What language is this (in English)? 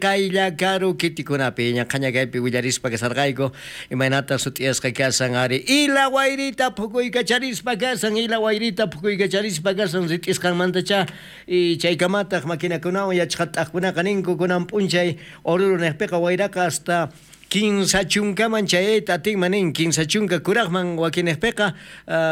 South Bolivian Quechua